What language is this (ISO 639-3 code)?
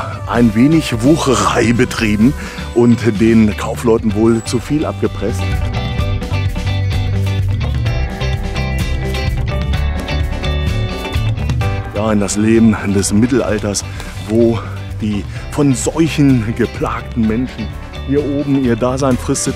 deu